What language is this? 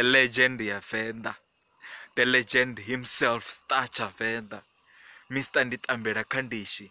Venda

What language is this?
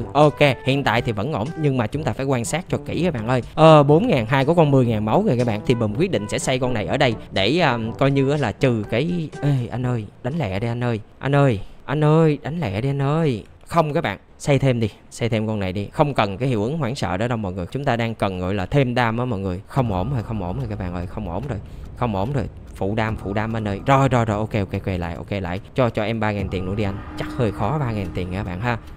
Vietnamese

